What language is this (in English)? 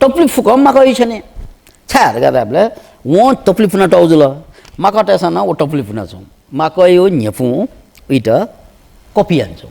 Newari